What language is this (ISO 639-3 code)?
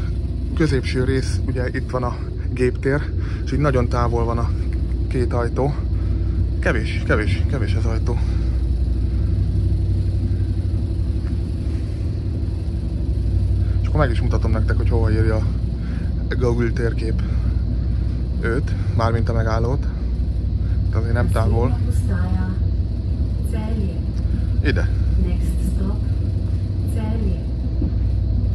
hun